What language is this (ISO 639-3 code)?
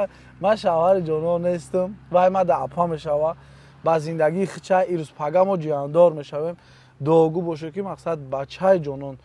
tgk